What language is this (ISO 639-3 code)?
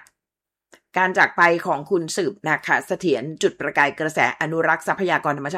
tha